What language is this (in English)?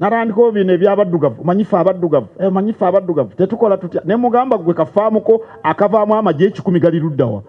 Ganda